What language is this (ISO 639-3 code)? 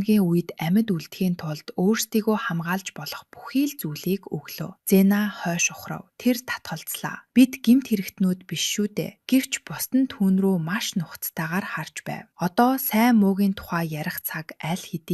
mon